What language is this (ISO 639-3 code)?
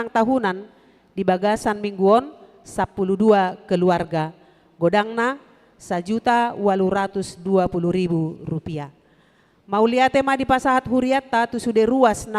bbc